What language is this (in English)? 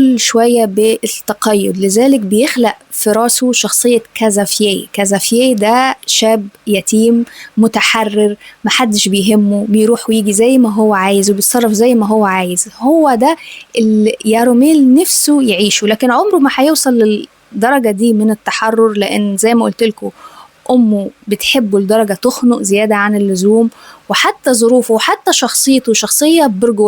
Egyptian Arabic